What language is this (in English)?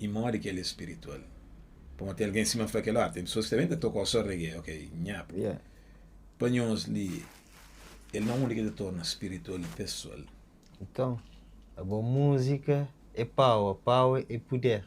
Kabuverdianu